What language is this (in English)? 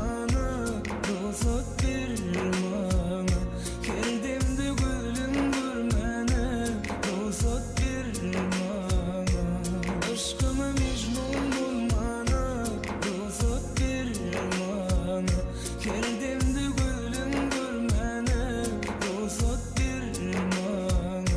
Turkmen